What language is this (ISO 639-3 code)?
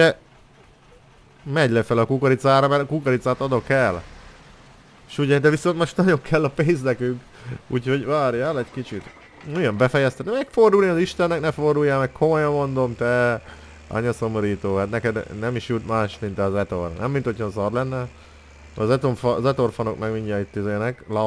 hun